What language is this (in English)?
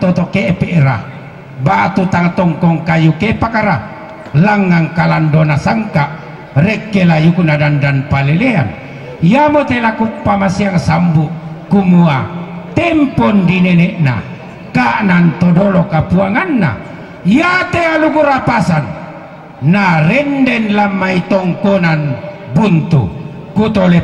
Toraja-Sa'dan